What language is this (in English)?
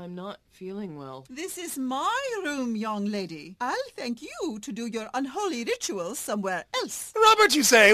English